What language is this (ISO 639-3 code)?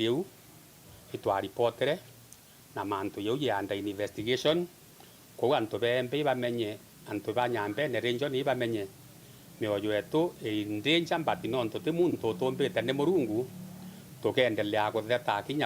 mer